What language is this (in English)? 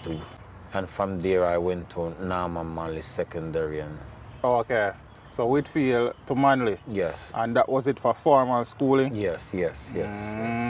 Jamaican Creole English